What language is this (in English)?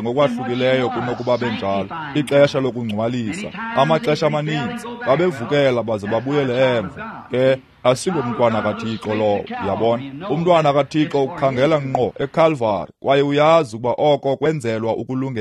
Xhosa